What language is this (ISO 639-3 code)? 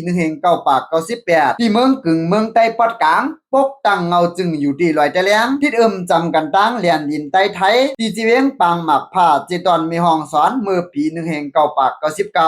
shn